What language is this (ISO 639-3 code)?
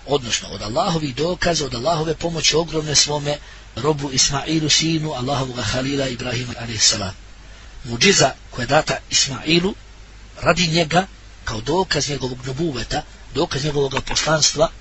bos